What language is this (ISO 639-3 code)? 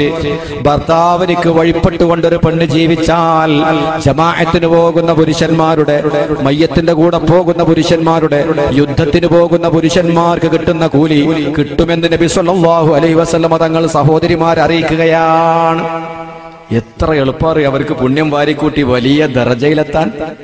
mal